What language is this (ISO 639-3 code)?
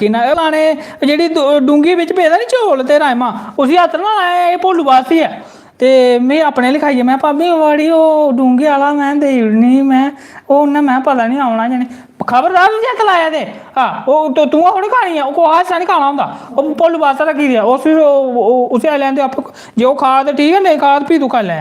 doi